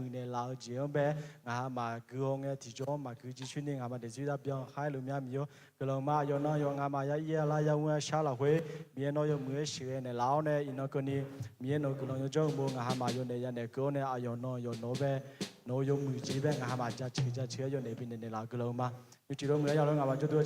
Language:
Akha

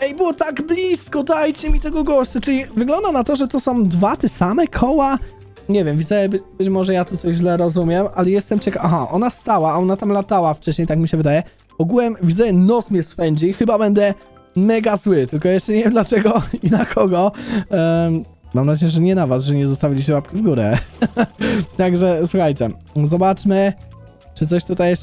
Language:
Polish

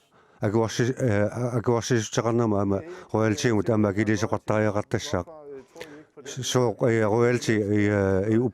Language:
Kalaallisut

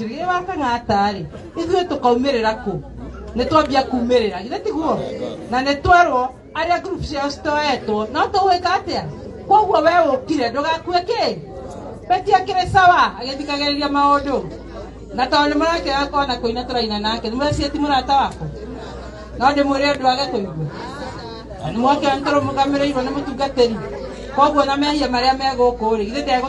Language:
Kikuyu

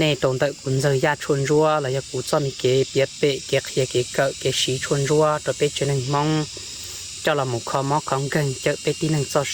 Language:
Hmong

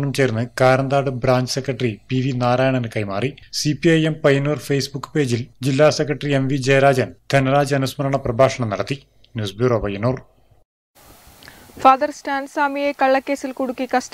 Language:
Malayalam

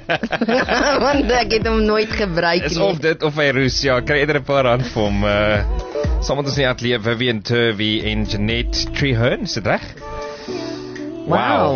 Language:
Afrikaans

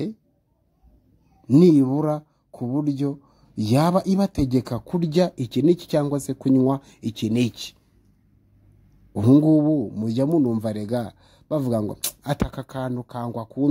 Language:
Kinyarwanda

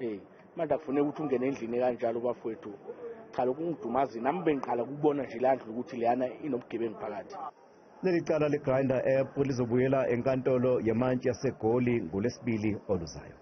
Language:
Zulu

